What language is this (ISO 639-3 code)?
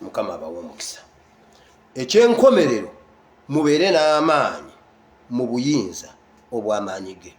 lug